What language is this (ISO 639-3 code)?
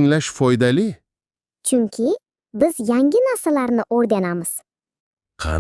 uzb